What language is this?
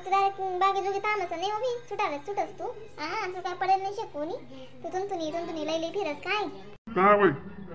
Khandesi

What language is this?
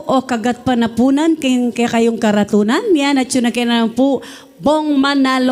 Pampanga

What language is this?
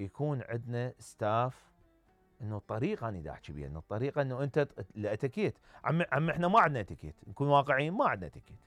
Mesopotamian Arabic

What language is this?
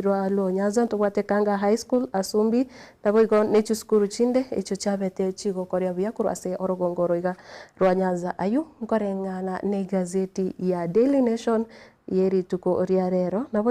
Gusii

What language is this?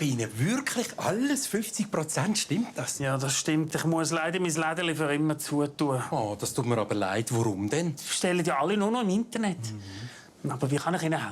Swiss German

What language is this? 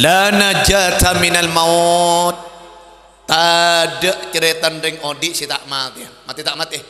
Madurese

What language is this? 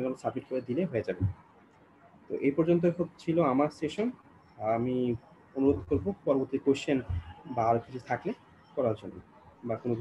Bangla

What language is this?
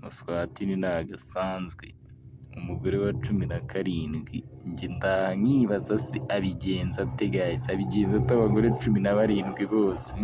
Kinyarwanda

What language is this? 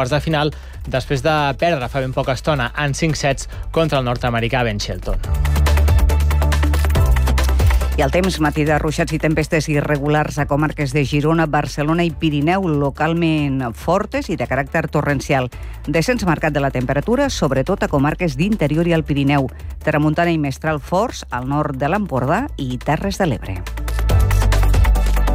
Catalan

